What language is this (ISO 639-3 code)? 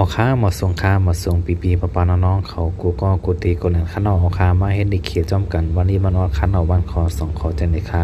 shn